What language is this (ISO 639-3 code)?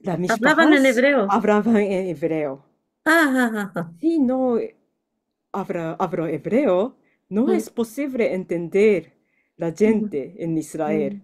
lad